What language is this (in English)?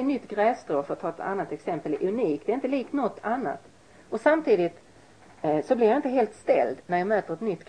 Swedish